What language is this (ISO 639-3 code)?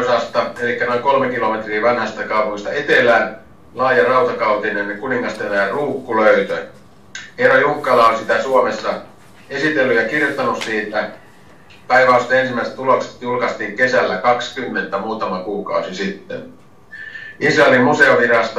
fin